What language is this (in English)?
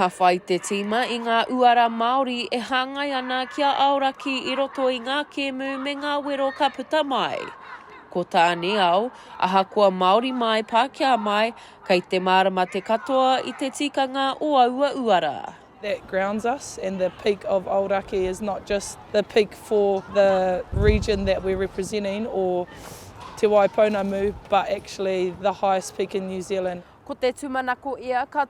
Māori